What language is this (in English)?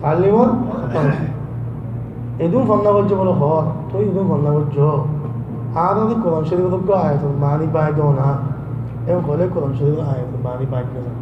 Rohingya